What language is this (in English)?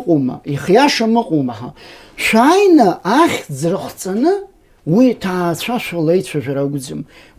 Abkhazian